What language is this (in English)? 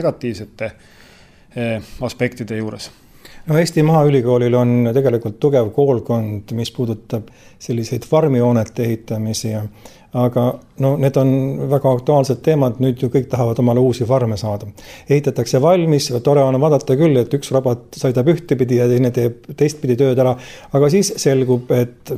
Estonian